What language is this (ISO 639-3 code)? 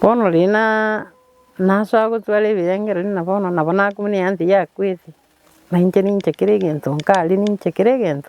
guz